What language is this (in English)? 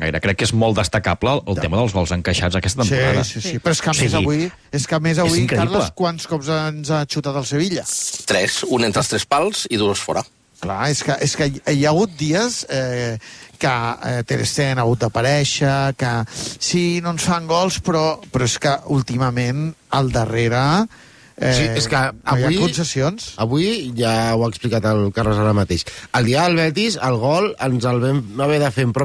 Catalan